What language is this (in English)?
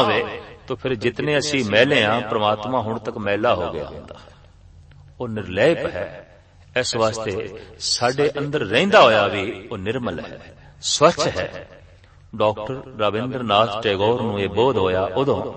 Punjabi